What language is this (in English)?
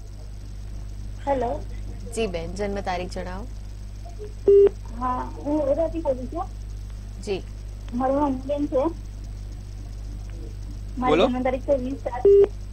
Gujarati